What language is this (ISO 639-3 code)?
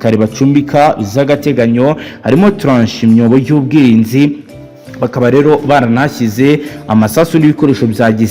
kin